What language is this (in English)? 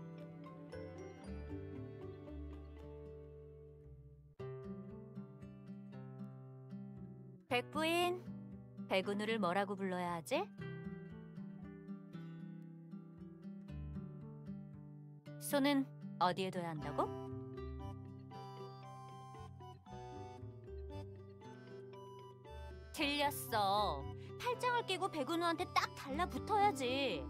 Korean